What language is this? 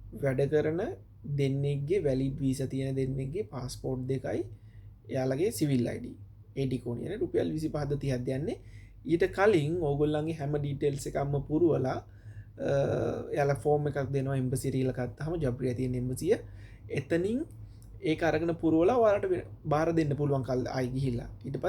Sinhala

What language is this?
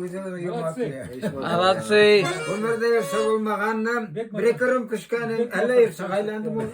Tatar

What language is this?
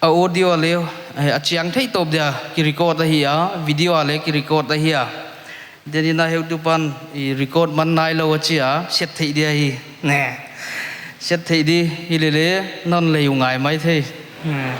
Paite Chin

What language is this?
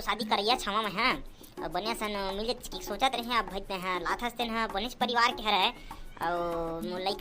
Chhattisgarhi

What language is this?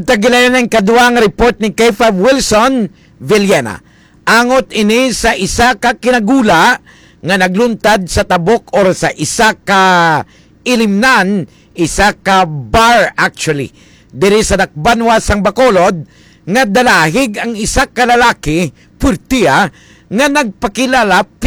Hiligaynon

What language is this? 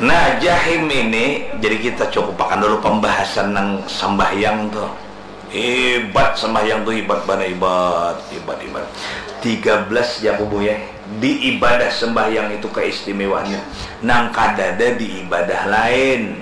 Banjar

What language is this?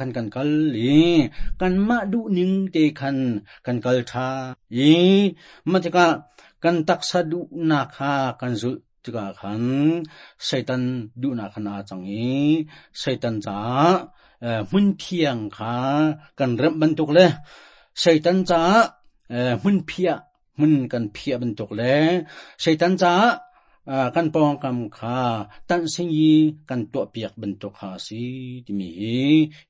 Hakha Chin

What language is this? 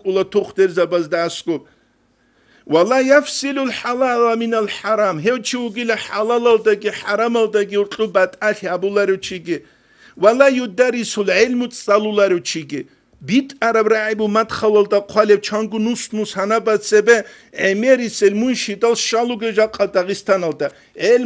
Avaric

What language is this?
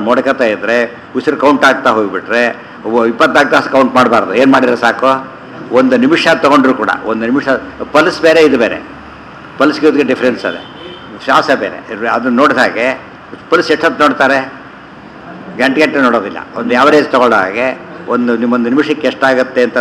Kannada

